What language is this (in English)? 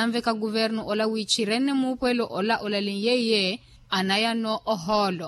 Makhuwa